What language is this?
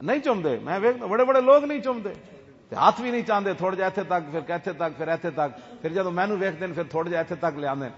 Western Panjabi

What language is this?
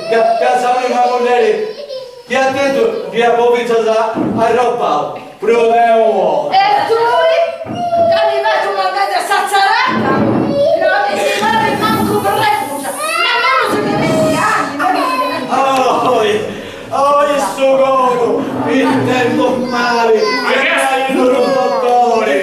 Sardinian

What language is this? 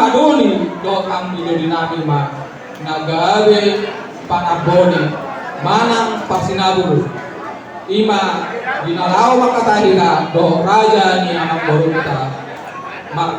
Batak Toba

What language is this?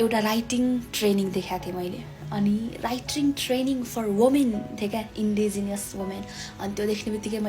Nepali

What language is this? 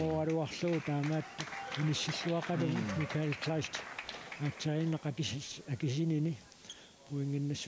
Kalaallisut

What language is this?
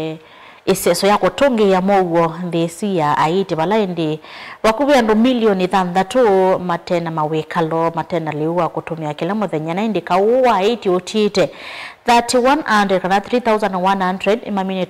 Kamba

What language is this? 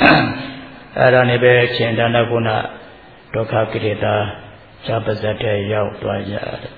Burmese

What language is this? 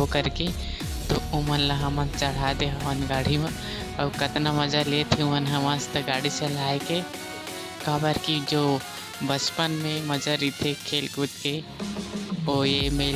Chhattisgarhi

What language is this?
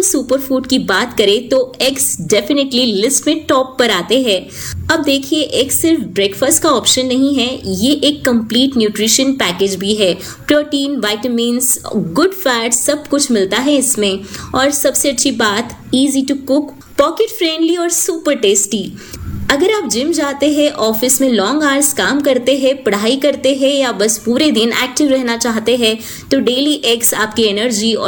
Hindi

